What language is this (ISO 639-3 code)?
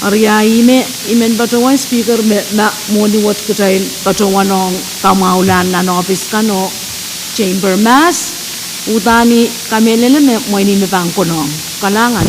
pon